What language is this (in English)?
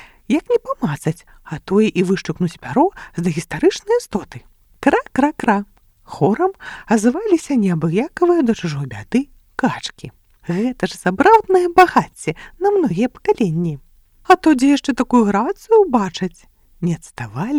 Belarusian